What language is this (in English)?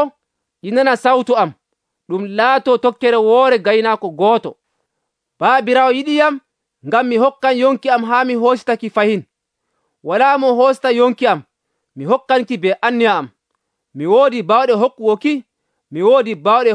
Nigerian Fulfulde